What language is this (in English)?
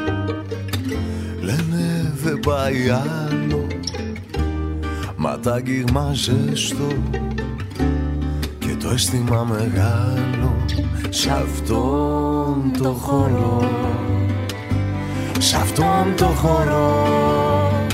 Greek